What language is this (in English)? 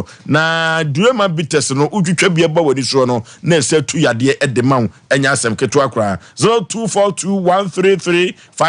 Akan